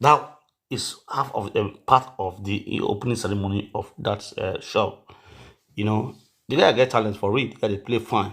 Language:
Nigerian Pidgin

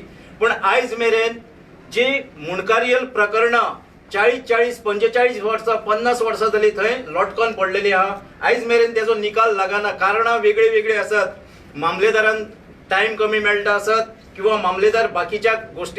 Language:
Konkani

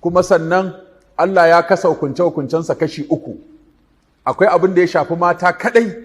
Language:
Hausa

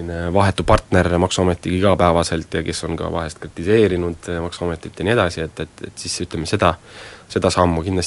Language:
Estonian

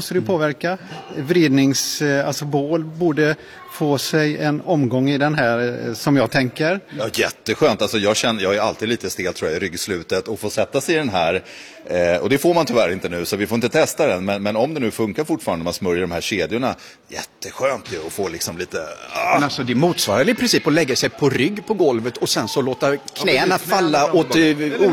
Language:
Swedish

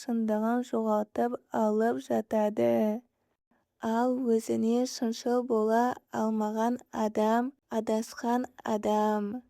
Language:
Kazakh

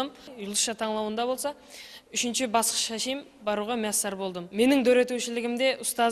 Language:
Kara-Kalpak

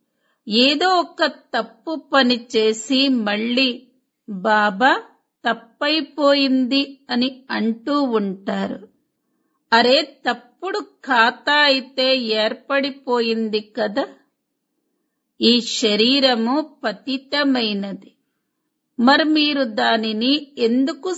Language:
Telugu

